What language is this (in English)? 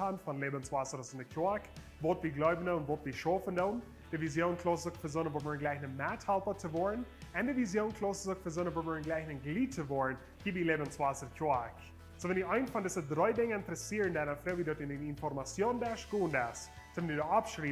Plautdietsch